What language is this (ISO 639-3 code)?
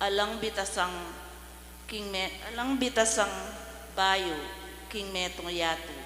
pam